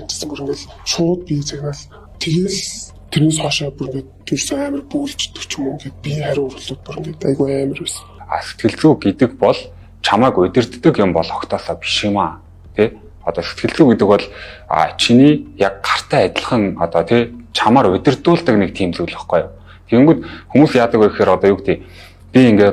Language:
Mongolian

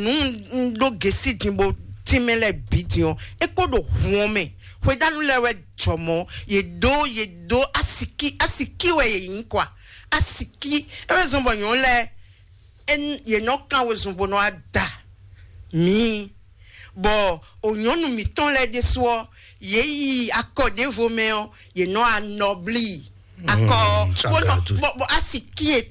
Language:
Fon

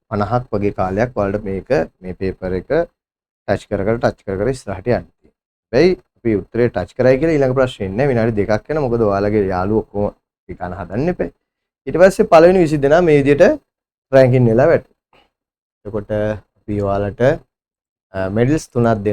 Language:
Sinhala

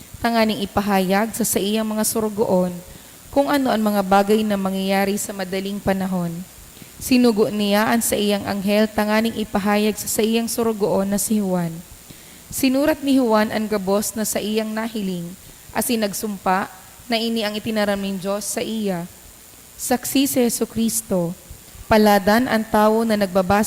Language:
Bikol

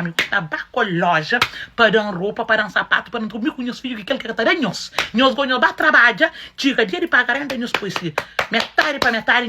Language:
Kabuverdianu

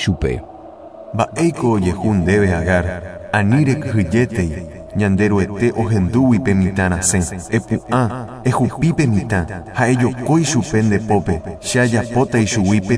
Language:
Guarani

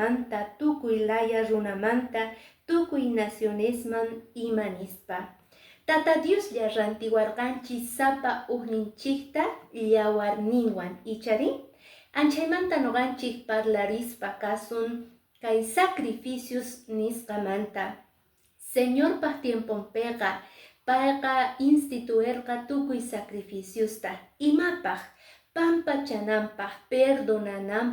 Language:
Quechua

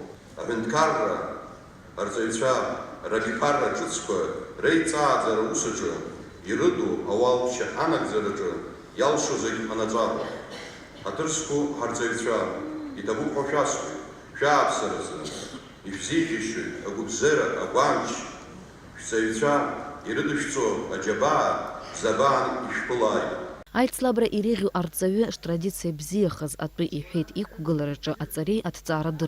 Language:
Abkhazian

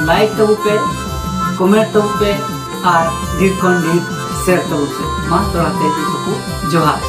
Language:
Santali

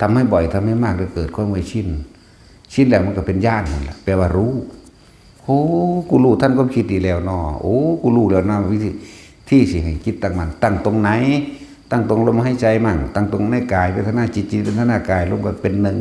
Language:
Northeastern Thai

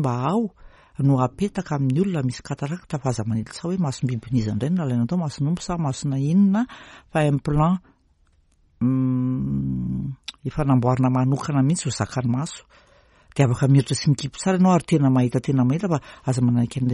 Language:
Malagasy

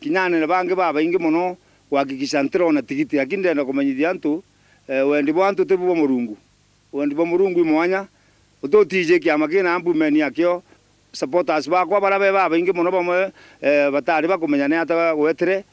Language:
Meru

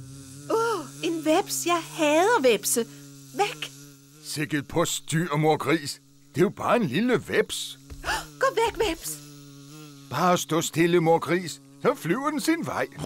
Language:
Danish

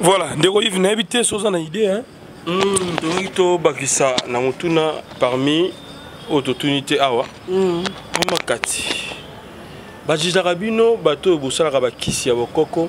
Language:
Lingala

